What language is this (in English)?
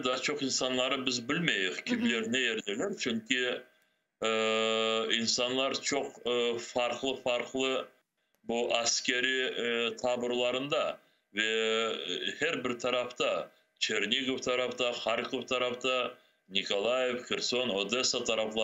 Crimean Tatar